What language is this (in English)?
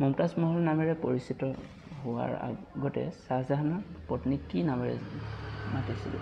Assamese